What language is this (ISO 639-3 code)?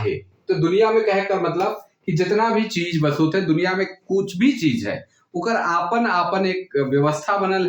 sck